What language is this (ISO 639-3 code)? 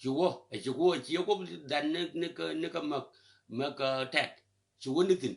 nus